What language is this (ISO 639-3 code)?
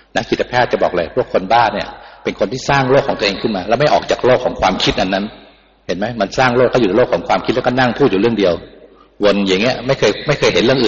tha